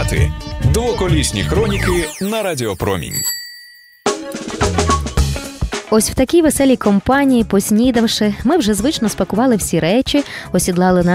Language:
Ukrainian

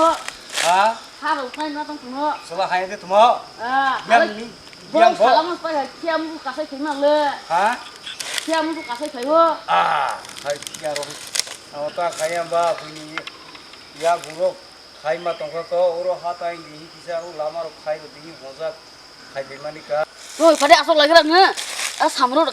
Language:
Kok Borok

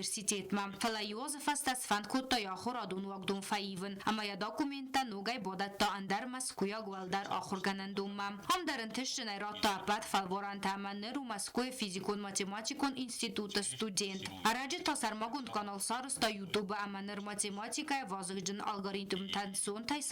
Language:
Ossetic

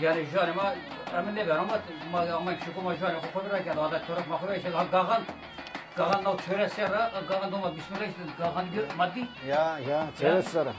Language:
Zaza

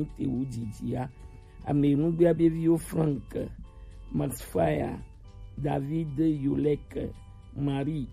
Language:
Gen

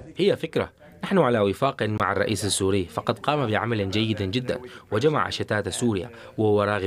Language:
Arabic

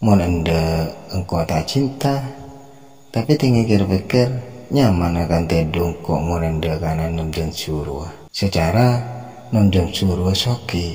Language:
Madurese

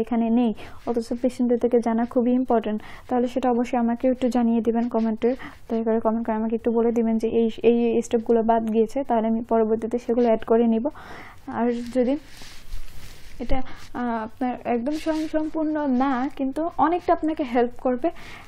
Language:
Bangla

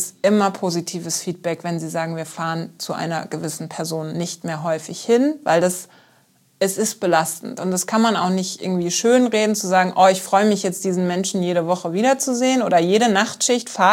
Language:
German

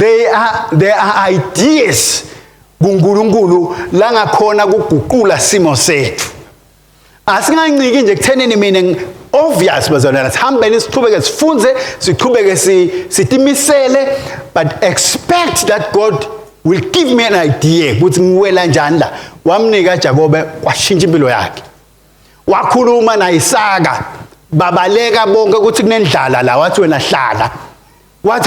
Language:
Swati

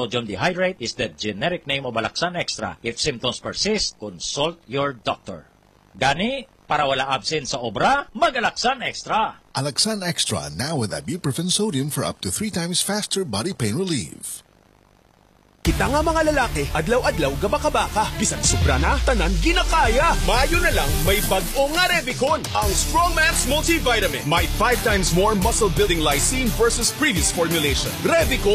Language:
Hiligaynon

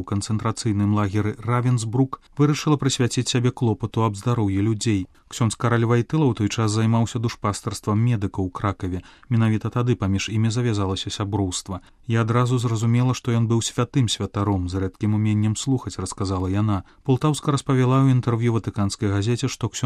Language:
Belarusian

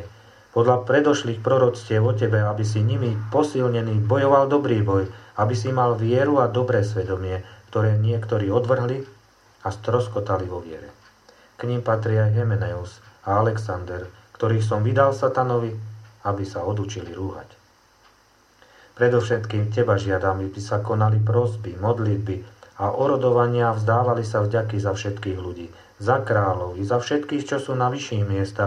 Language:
Slovak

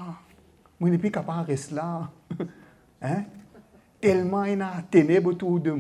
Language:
Morisyen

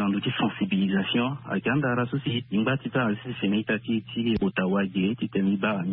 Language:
Sango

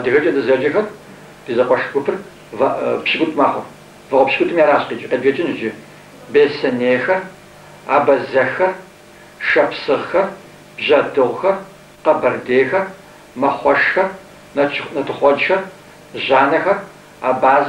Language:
Kabardian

